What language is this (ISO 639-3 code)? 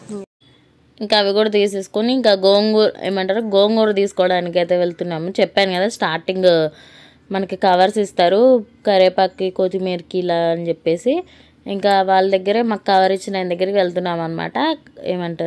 tel